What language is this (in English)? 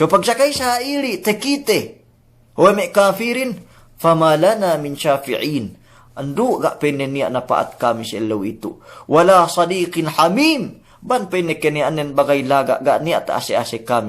Yakan